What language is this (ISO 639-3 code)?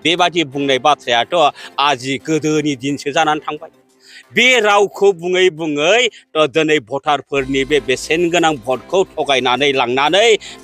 brx